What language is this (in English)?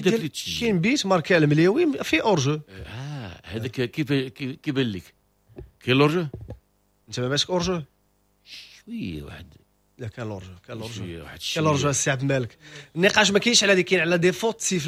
Moroccan Arabic